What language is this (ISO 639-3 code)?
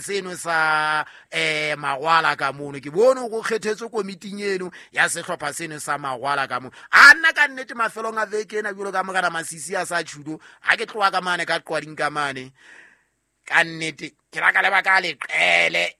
sot